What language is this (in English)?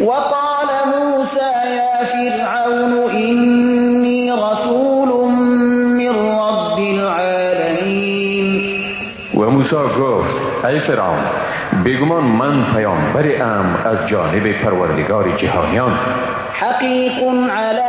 Persian